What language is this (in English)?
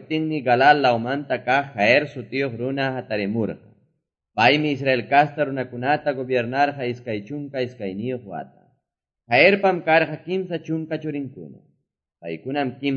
Quechua